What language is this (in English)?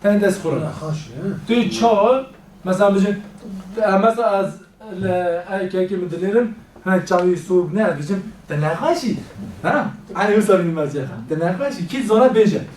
Kurdish